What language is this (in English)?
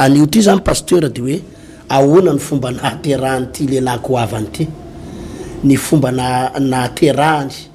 Malagasy